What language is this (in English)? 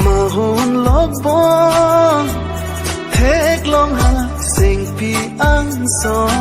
Karbi